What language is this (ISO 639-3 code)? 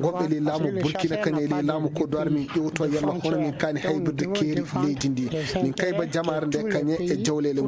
ful